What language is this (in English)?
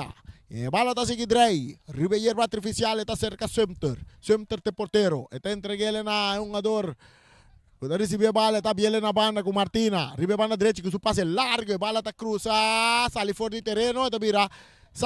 Papiamento